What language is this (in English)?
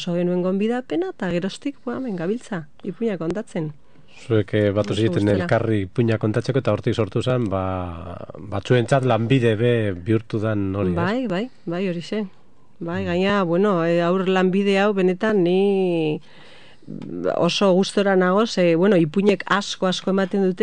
Basque